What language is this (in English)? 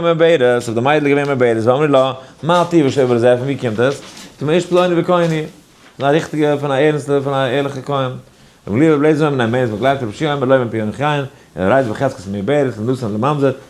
Yiddish